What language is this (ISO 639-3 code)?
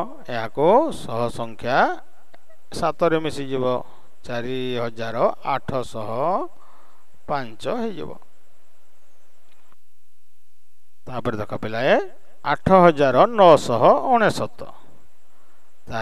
ori